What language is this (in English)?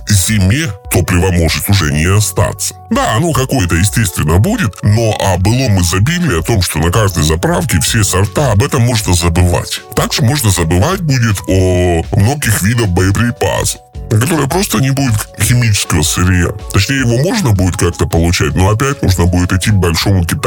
Russian